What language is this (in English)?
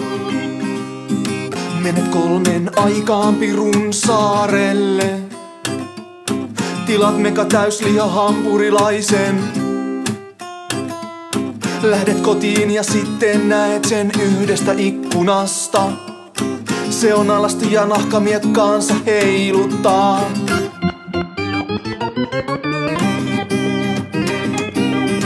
Finnish